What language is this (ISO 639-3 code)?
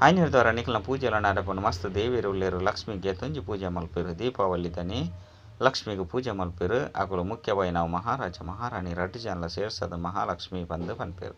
tcy